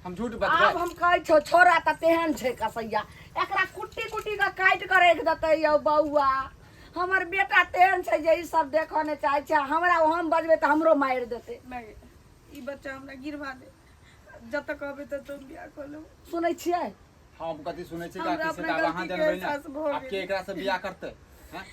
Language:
Maithili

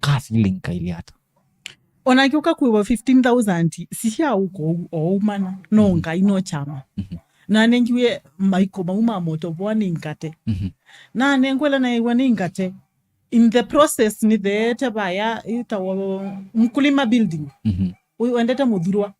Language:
Kamba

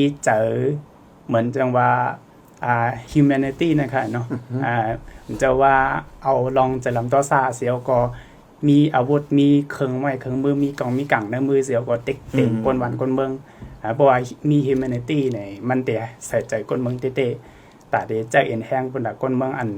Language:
Shan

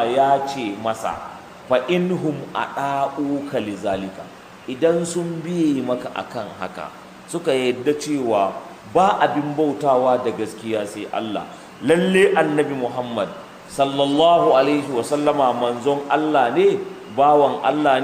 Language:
Hausa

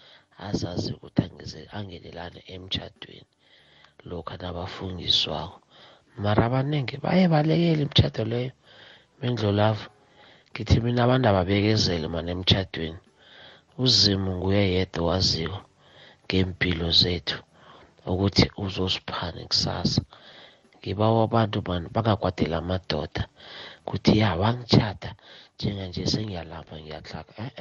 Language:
South Ndebele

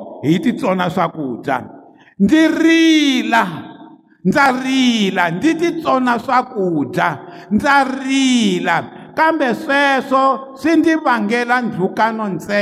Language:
Tsonga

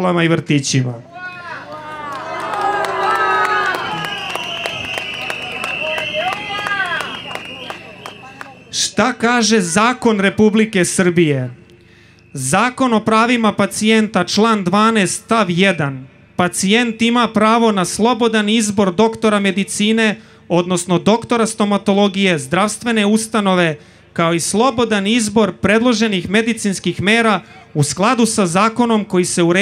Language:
Serbian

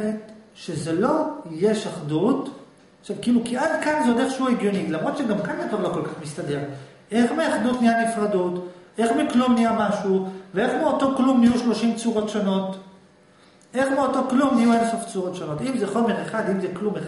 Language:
Hebrew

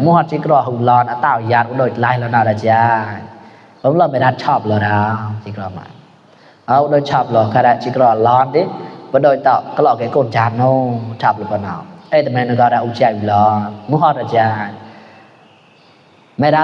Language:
Mon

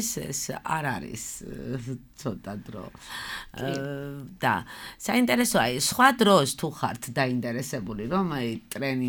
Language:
Georgian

